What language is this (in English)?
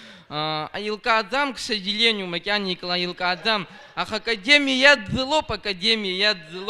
Abkhazian